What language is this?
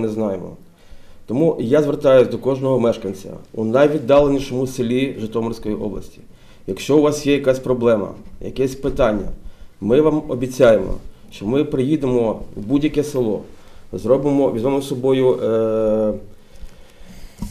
Ukrainian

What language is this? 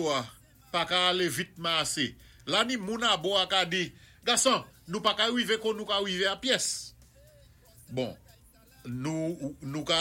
Saint Lucian Creole French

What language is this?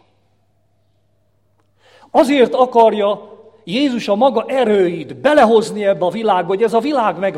Hungarian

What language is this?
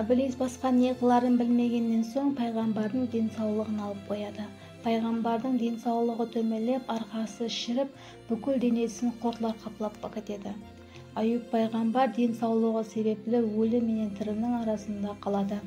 Kara-Kalpak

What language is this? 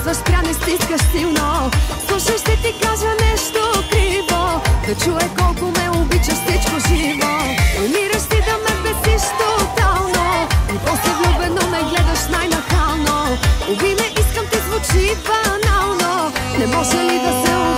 Bulgarian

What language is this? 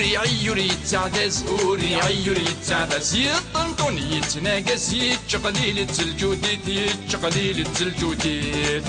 Kabyle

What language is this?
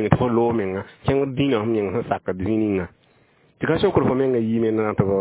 Mossi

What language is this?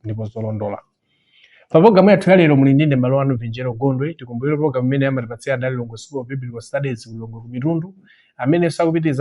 Nyanja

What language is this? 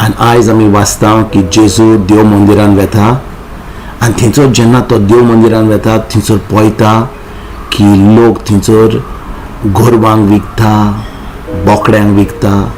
Konkani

